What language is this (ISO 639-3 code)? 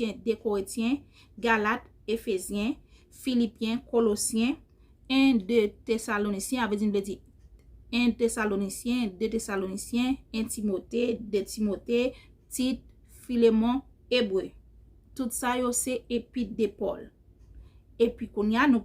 hat